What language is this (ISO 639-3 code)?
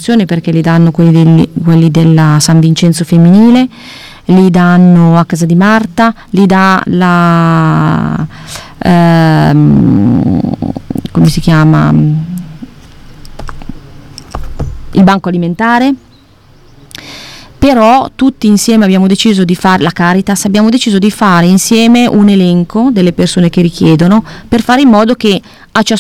ita